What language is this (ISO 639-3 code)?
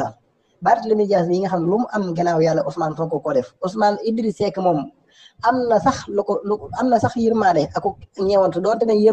wol